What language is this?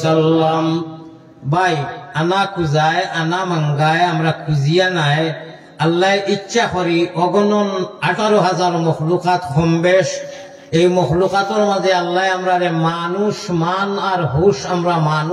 Sylheti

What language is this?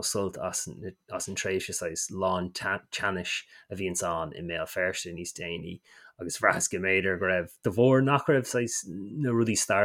Irish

